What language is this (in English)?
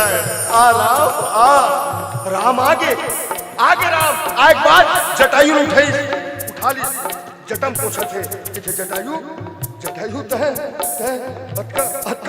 Chhattisgarhi